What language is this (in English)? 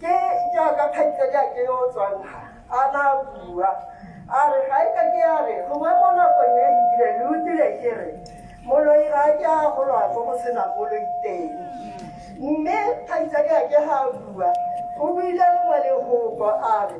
Tswana